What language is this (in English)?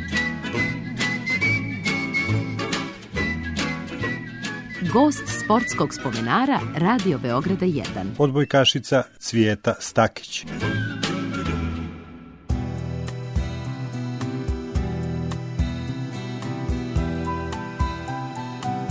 Serbian